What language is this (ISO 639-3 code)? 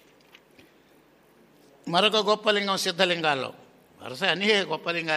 tel